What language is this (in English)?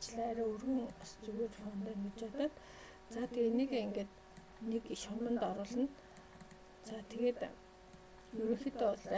Mongolian